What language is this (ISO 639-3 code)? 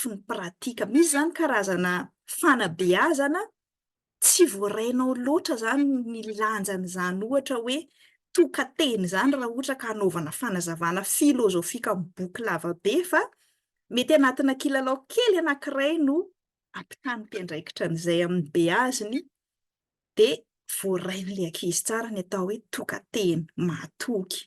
mlg